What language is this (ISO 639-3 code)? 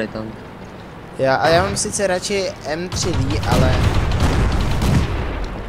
ces